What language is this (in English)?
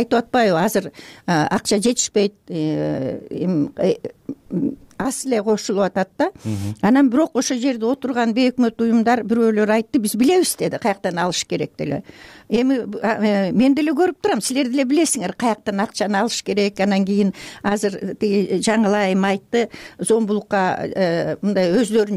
Kyrgyz